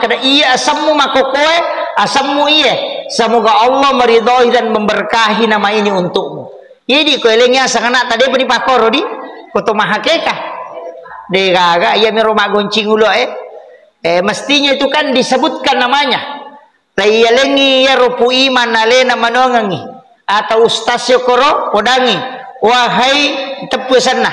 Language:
Buginese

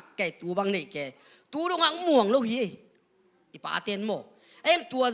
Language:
Tedim Chin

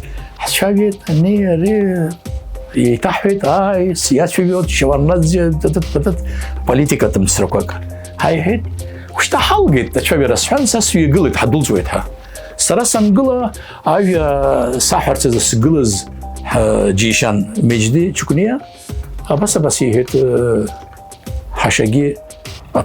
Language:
Abkhazian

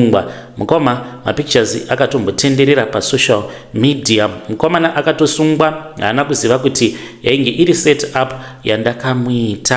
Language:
Shona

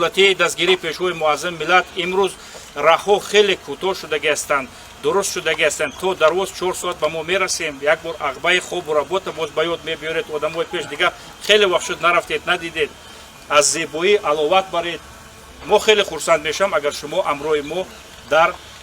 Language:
Tajik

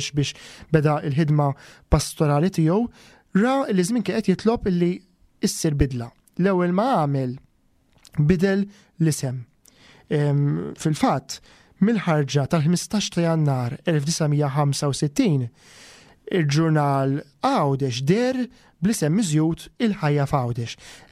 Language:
Maltese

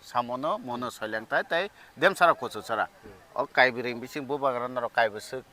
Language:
Kok Borok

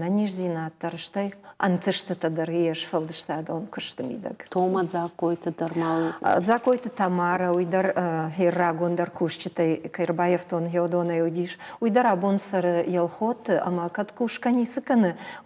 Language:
Ossetic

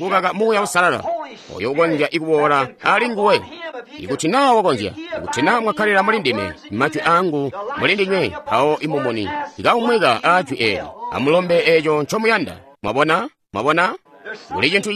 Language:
Tonga (Zambia)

